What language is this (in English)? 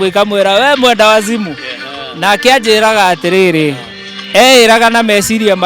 Kikuyu